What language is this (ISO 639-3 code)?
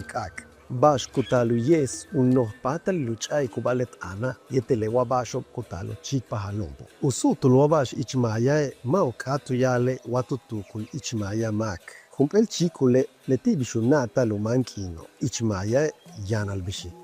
yua